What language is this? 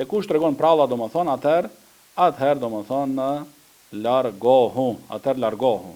Albanian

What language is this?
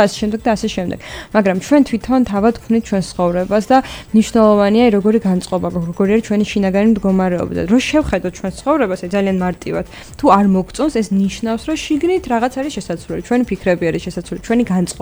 Georgian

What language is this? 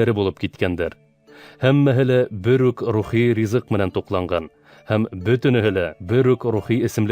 Bashkir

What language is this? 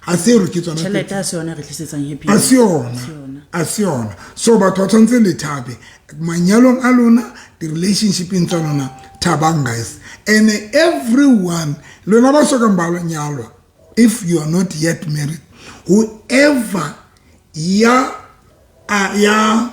Southern Sotho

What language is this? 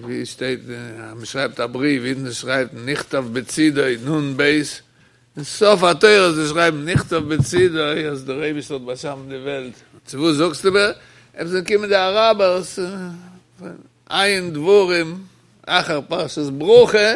Yiddish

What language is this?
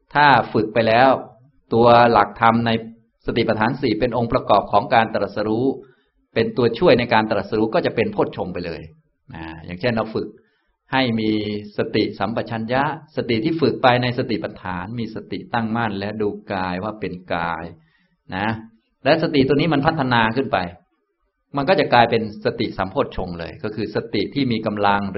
Thai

